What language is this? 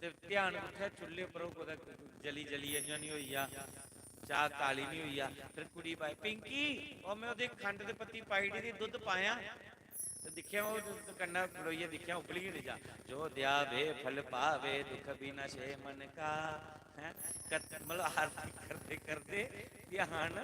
Dogri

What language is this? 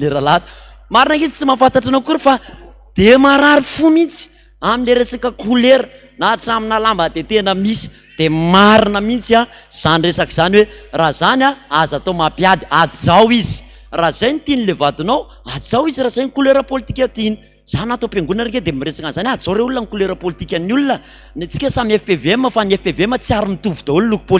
Malagasy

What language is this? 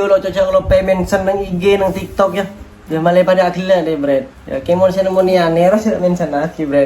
Madurese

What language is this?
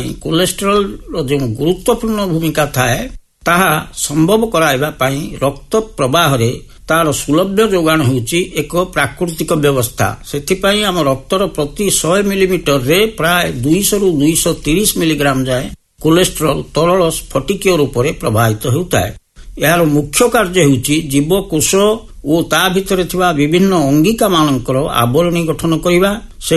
Odia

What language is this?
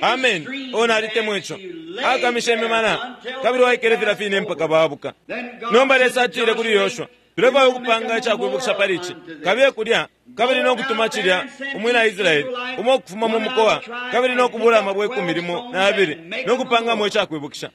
Bemba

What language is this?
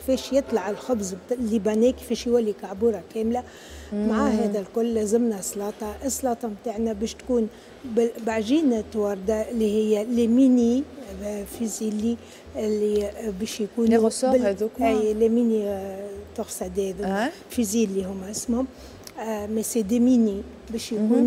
Tunisian Arabic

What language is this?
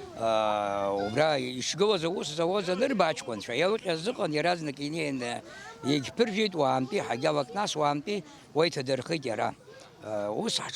Abkhazian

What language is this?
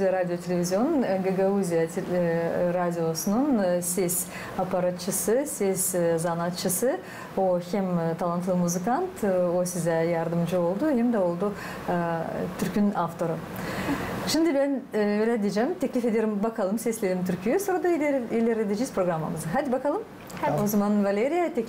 Gagauz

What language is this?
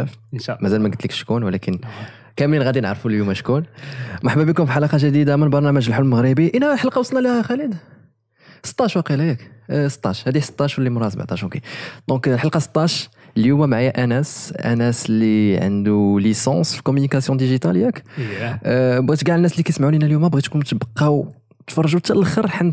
Moroccan Arabic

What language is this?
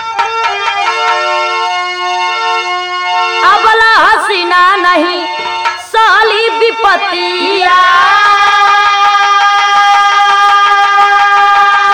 Bhojpuri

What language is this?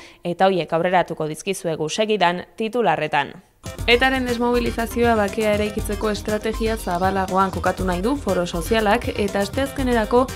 Basque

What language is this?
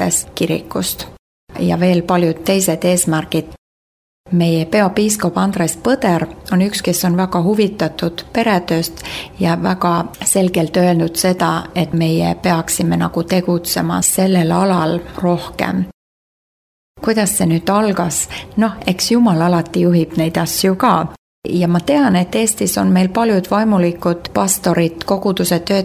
Estonian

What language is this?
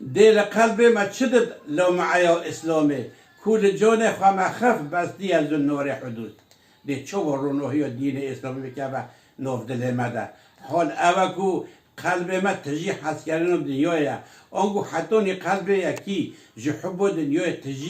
Kurdish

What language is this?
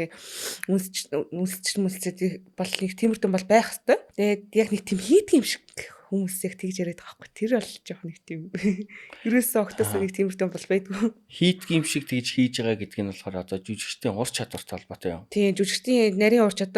Mongolian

